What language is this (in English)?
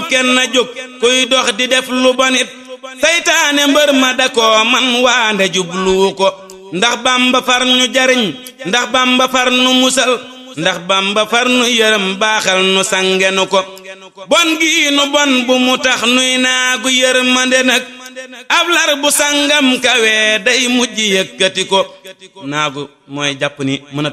Wolof